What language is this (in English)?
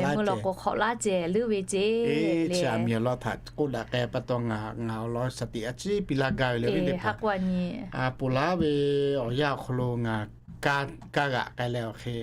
Lahu